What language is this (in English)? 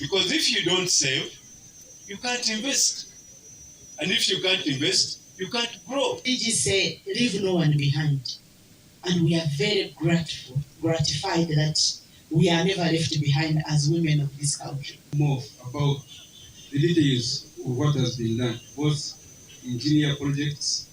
Nyankole